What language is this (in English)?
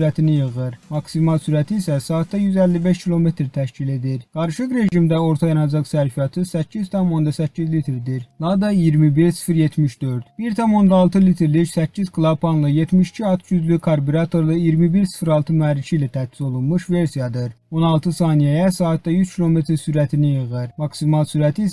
Azerbaijani